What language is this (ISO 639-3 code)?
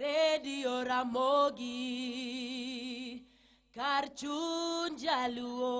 luo